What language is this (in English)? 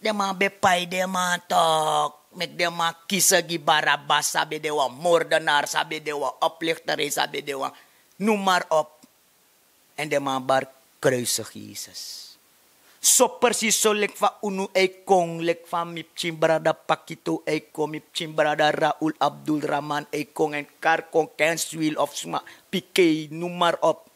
Sranan Tongo